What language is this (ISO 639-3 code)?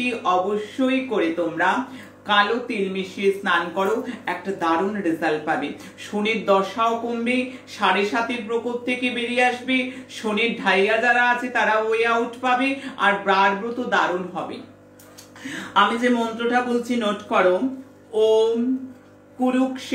ben